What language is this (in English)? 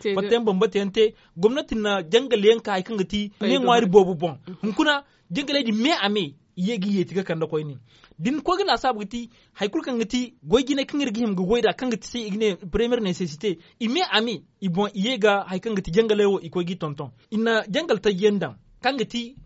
Zarma